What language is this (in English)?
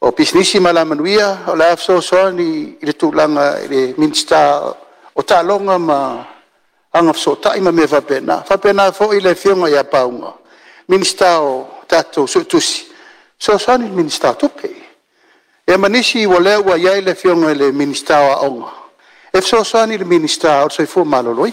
Samoan